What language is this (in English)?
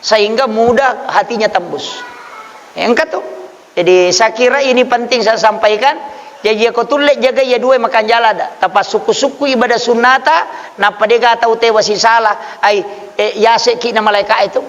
Buginese